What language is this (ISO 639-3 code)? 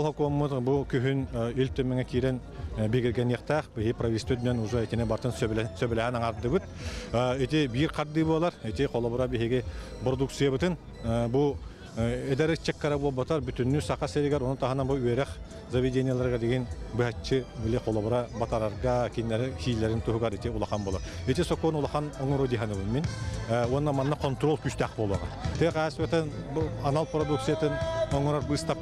sah